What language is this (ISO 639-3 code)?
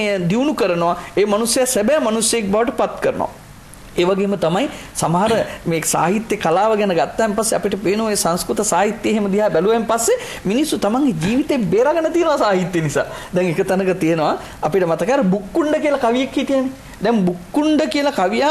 sin